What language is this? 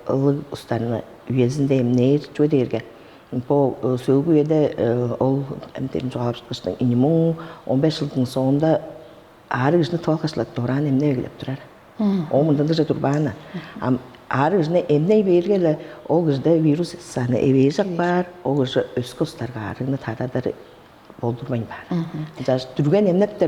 Tuvinian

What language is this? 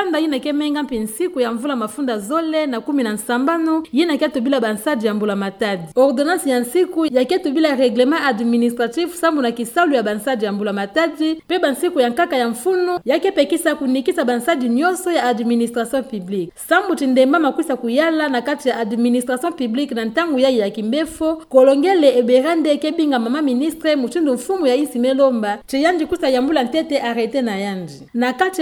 Kituba (Democratic Republic of Congo)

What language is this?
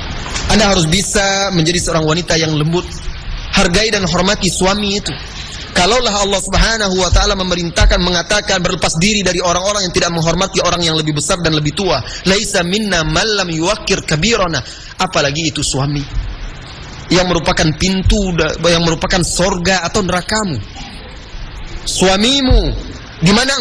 Indonesian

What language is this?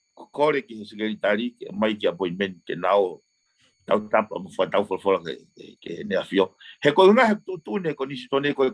Tongan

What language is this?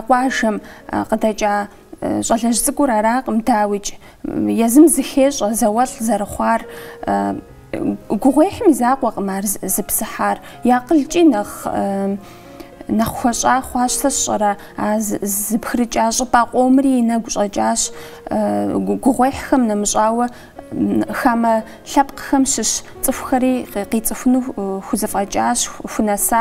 Kabardian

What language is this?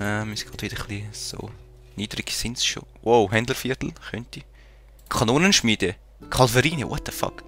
Swiss German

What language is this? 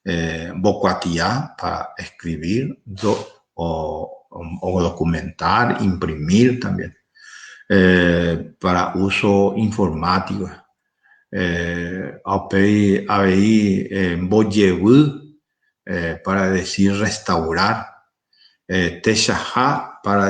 Guarani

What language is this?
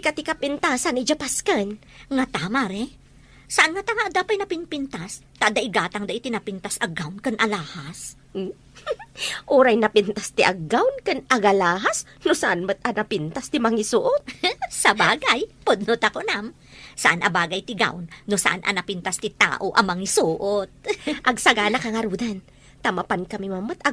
Iloko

